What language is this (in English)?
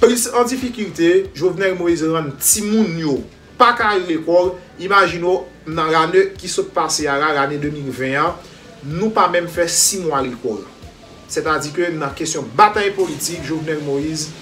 Haitian Creole